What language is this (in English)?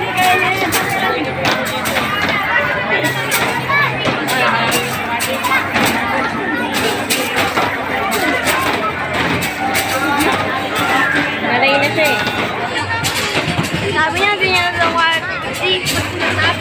Filipino